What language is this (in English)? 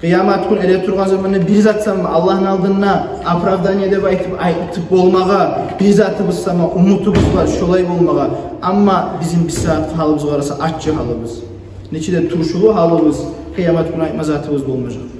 Kumyk